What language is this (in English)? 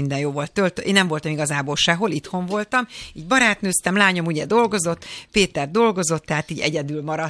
Hungarian